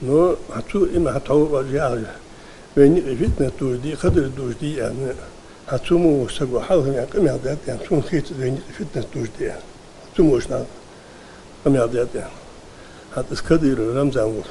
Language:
Ingush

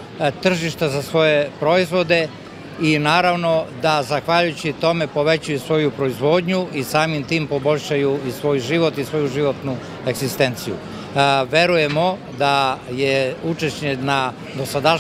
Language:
Serbian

